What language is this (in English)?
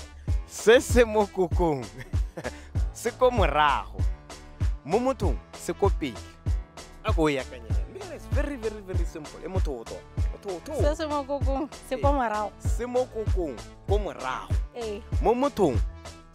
Tswana